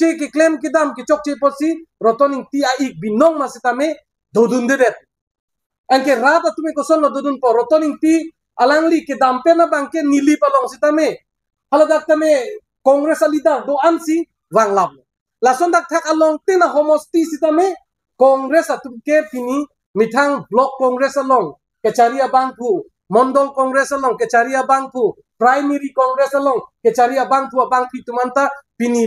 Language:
Karbi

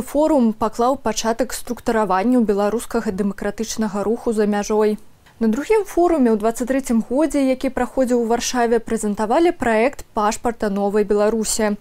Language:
Belarusian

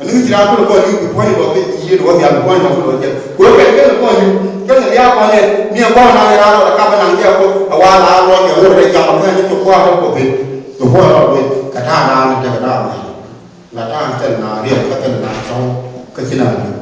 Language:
Nuer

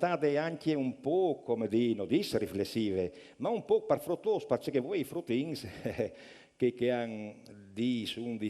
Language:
Friulian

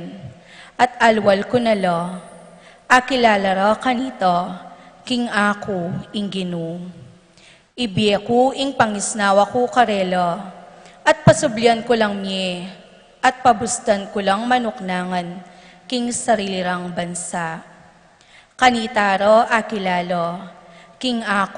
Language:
Pampanga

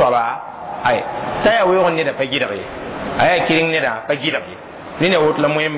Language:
Mossi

